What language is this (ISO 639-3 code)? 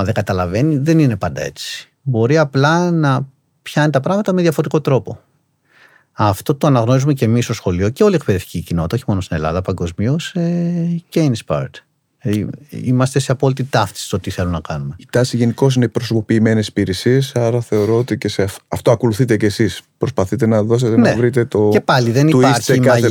ell